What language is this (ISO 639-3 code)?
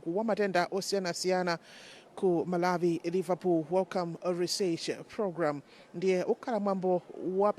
nya